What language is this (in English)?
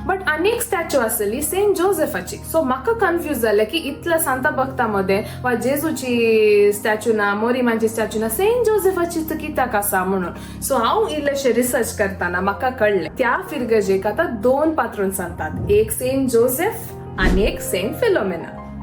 Konkani